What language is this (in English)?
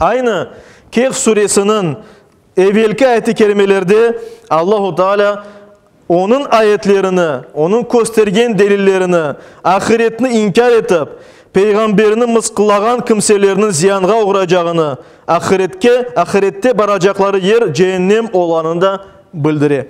Crimean Tatar